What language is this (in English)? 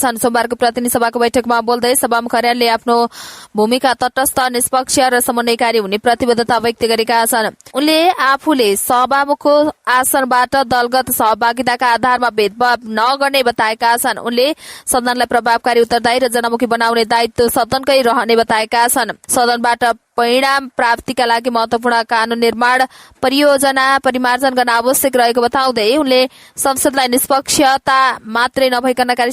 Nepali